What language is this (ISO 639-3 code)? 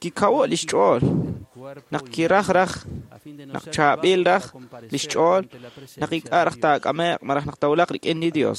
kek